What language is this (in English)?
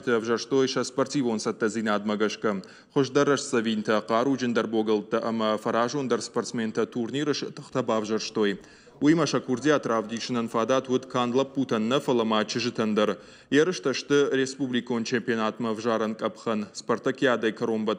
Ossetic